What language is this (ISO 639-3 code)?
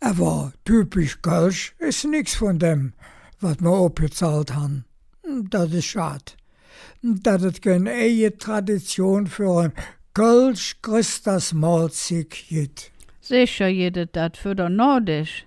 ksh